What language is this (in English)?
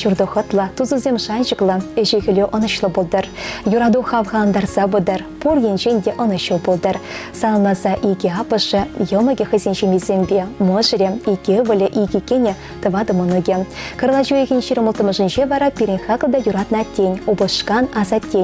Chuvash